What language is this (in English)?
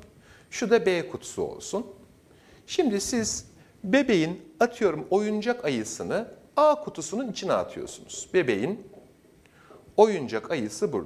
Turkish